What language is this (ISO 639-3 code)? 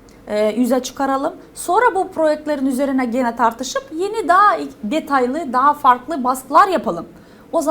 gag